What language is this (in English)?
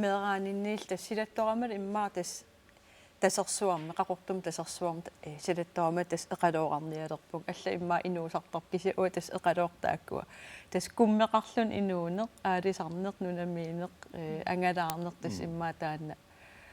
Kalaallisut